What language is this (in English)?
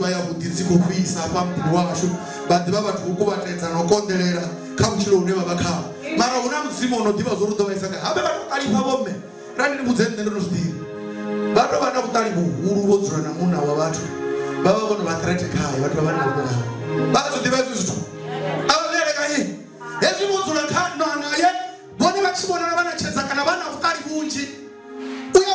Venda